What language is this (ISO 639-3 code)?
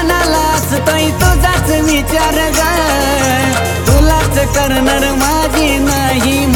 mar